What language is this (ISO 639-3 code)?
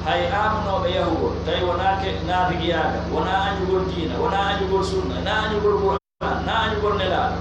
fuf